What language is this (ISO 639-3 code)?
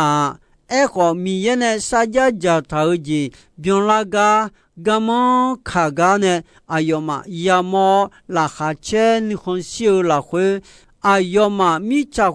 ahk